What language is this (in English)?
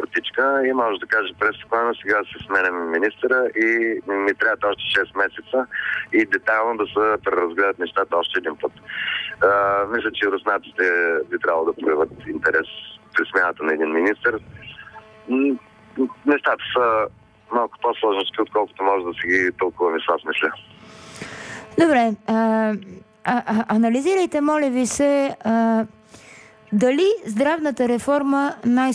Bulgarian